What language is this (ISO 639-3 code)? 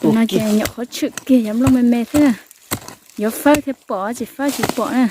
hmn